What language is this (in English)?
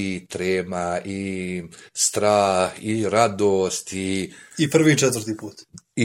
Bosnian